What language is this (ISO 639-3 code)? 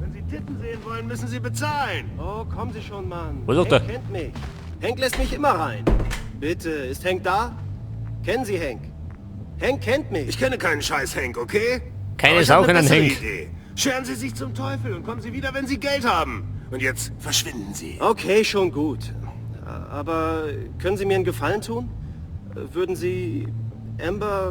bar